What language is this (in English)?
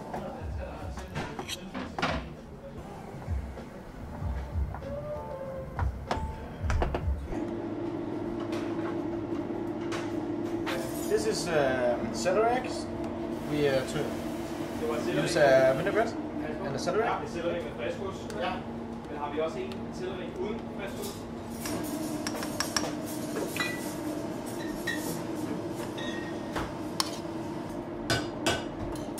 Danish